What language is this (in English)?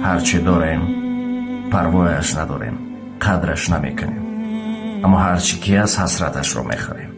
Tajik